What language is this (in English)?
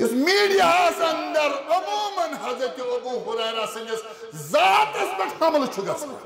Kashmiri